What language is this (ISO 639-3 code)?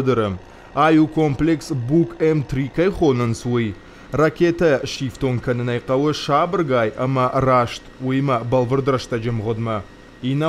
oss